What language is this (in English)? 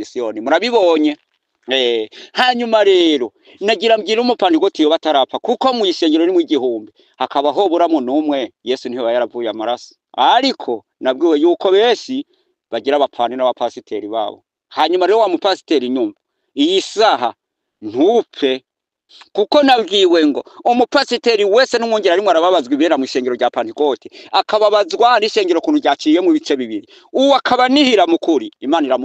Rundi